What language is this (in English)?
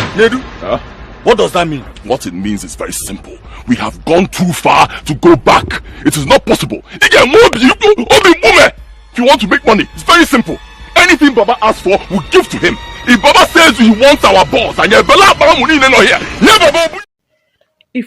Nigerian Pidgin